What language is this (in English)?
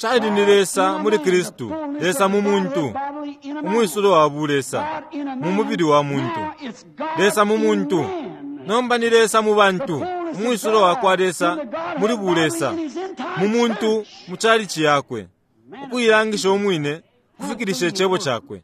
Bemba